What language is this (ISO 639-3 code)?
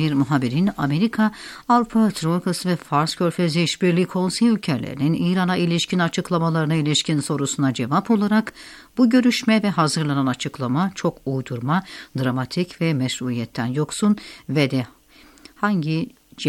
tur